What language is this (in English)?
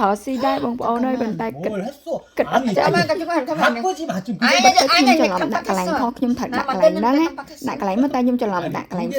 Khmer